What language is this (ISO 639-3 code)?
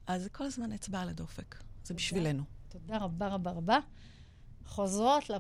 heb